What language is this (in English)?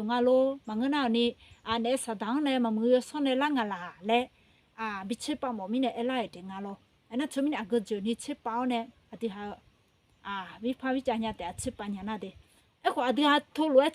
Akha